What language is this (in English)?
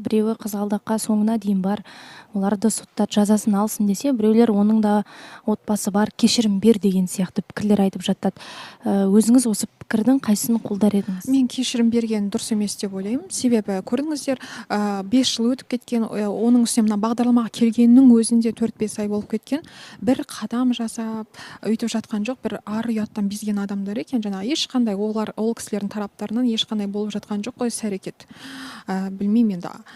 Kazakh